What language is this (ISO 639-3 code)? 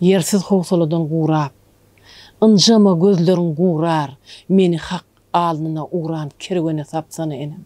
tuk